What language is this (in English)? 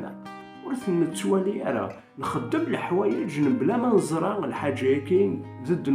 Kabyle